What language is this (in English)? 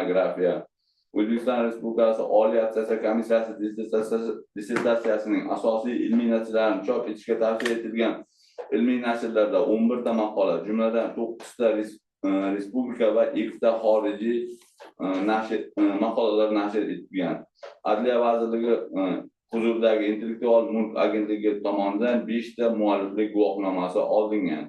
Uzbek